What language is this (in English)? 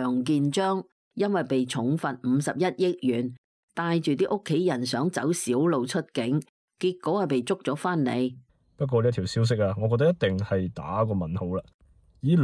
Cantonese